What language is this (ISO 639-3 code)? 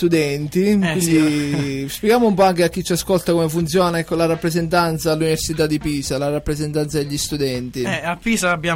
ita